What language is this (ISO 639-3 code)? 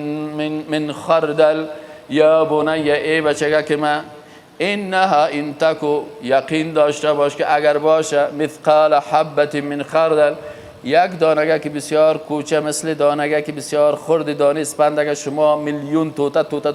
fas